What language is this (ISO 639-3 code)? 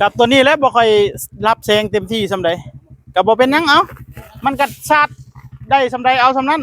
tts